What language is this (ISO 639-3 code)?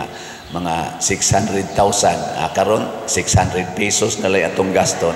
ceb